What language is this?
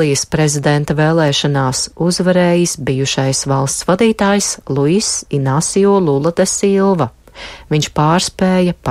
Latvian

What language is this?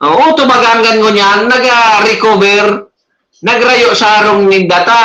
Bikol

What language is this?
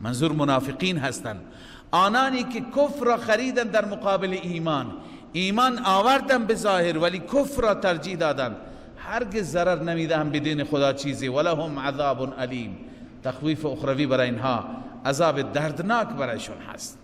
Persian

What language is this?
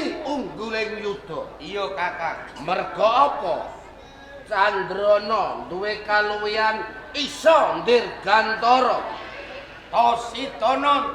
Javanese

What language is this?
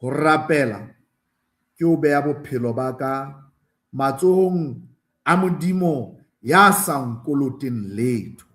Southern Sotho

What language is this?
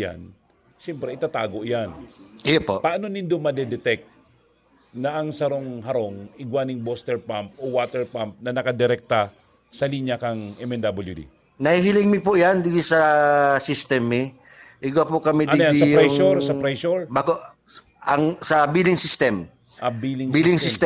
Bikol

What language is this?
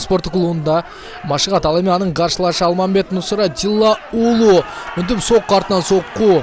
Kyrgyz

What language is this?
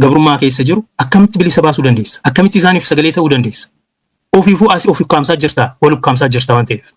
Oromo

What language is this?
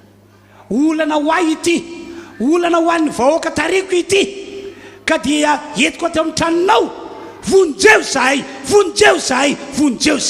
Malagasy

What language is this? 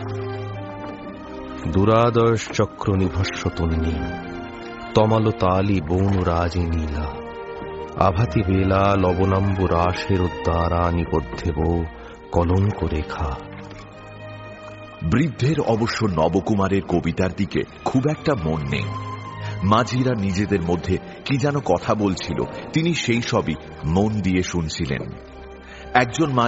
Bangla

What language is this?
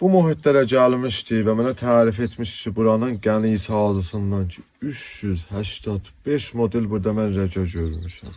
Azerbaijani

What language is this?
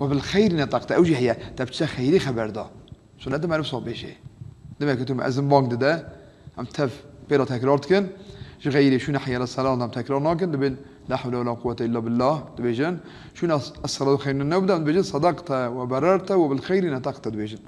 Kurdish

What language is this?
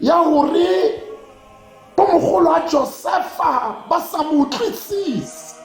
Tswana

